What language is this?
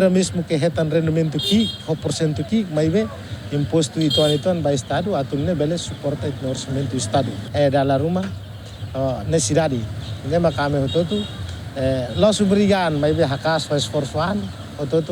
Tetum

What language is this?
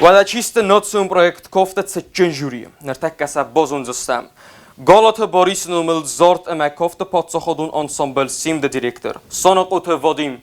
Ossetic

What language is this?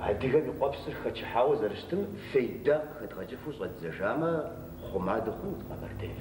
Kabardian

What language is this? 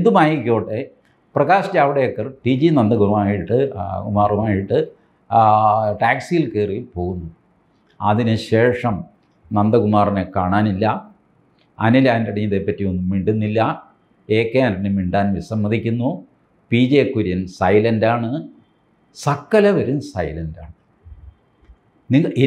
Malayalam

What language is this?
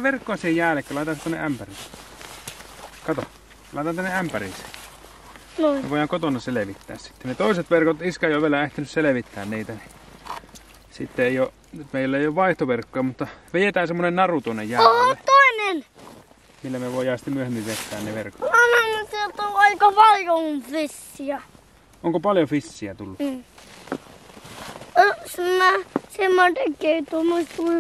Finnish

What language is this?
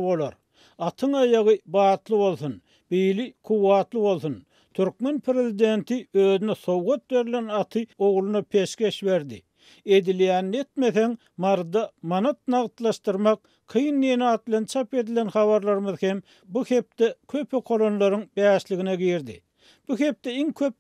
Turkmen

